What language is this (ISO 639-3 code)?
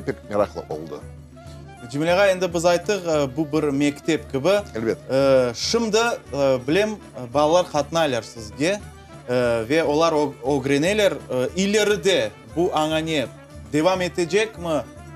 crh